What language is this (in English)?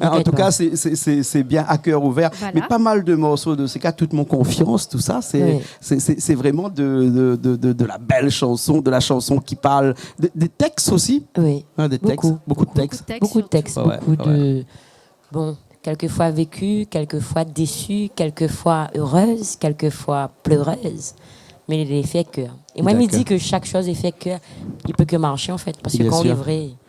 Réunion Creole French